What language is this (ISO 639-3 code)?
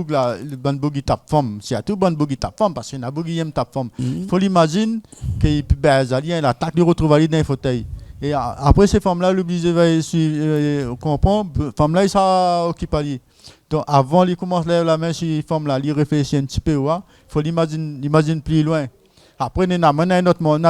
rcf